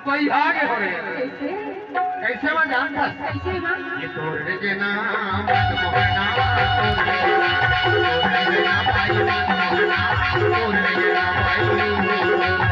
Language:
Chhattisgarhi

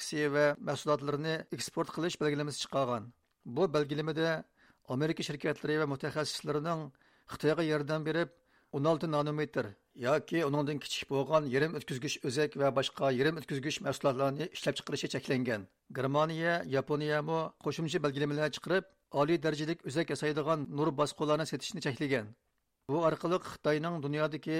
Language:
Uyghur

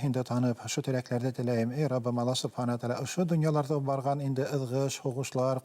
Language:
Bashkir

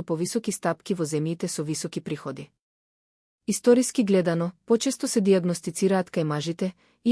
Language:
Macedonian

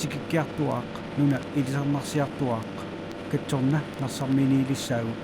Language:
Kalaallisut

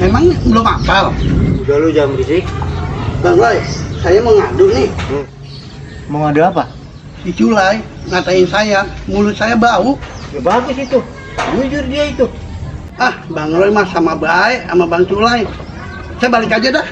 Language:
Betawi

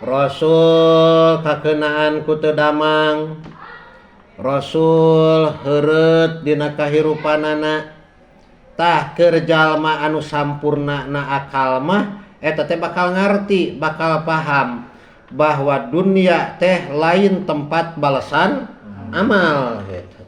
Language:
Sundanese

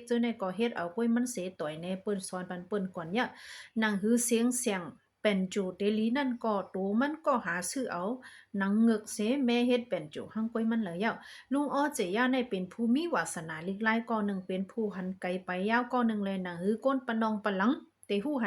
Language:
Shan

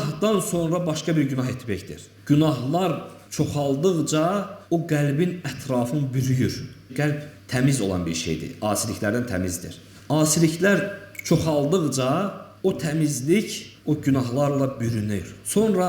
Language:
Azerbaijani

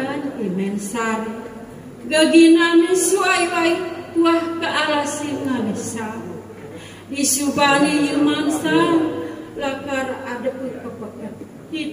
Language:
Balinese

